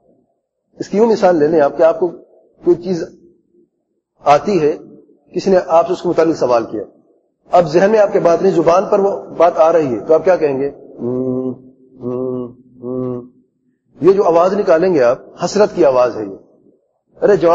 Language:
Urdu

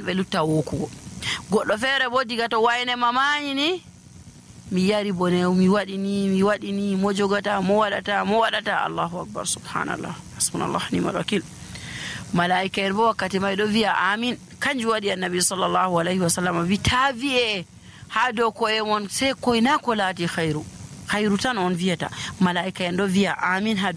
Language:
Nigerian Fulfulde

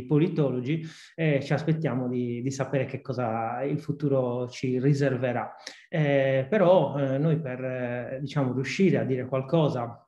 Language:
Italian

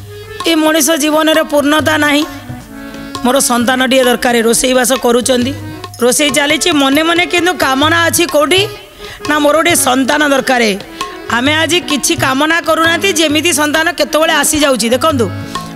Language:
Odia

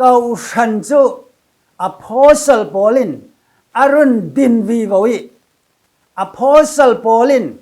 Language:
Falam Chin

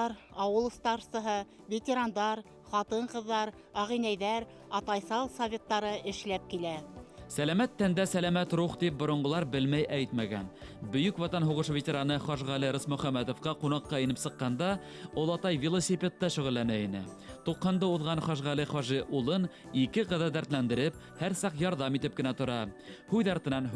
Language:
Bashkir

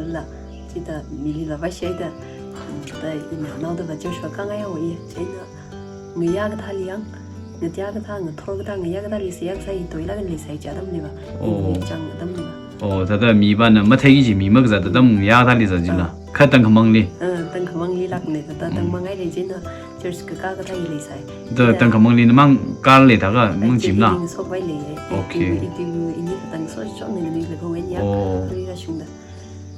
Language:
Tangkhul Naga (India)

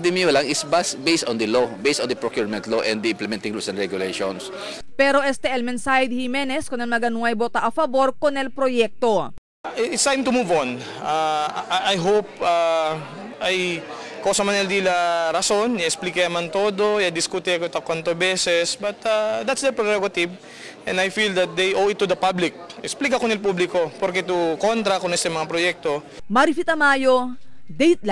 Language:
Chavacano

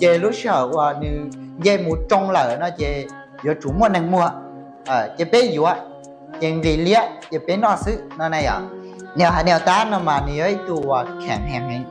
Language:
Hmong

